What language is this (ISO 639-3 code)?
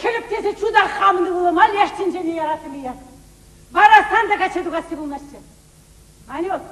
chv